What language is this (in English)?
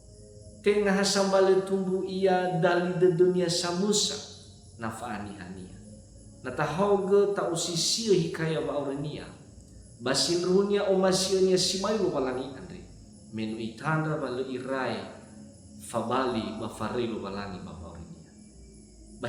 Nias